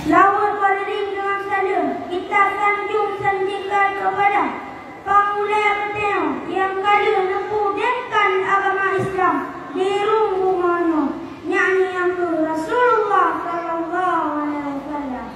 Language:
Achinese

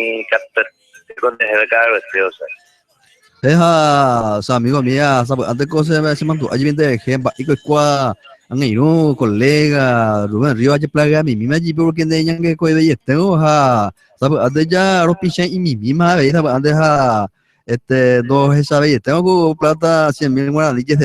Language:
Guarani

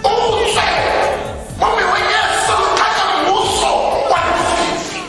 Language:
Tswana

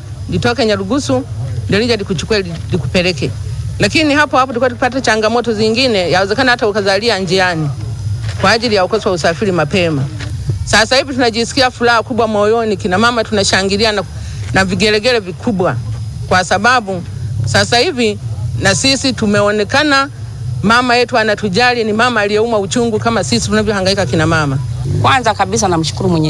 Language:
Swahili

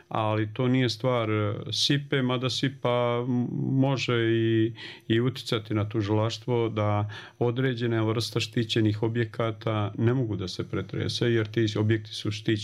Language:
Bosnian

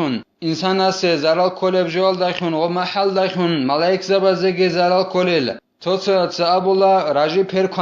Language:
Avaric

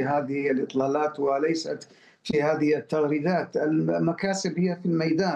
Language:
Arabic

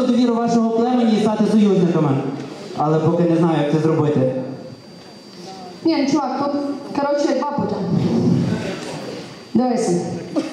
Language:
Ukrainian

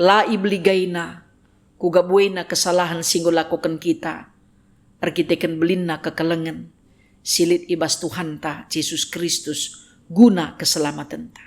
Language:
Batak Karo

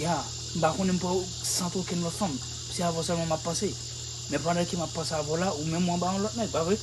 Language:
Haitian Creole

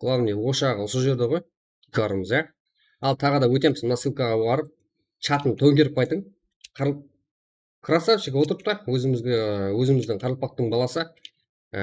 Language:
Kara-Kalpak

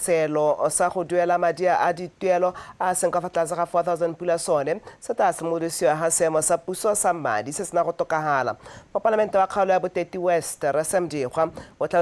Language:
Tswana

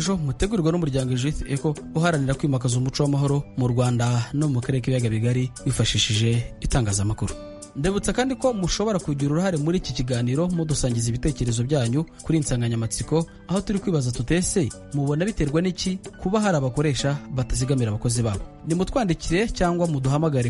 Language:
Kinyarwanda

